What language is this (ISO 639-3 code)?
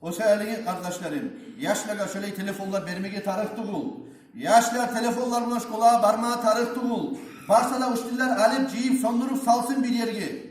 kum